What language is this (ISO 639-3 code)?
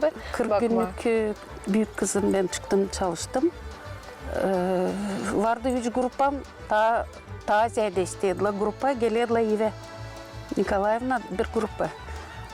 gag